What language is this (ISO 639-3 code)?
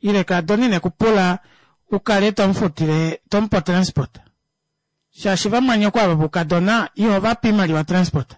kua